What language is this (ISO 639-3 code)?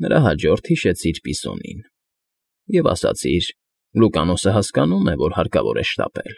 hye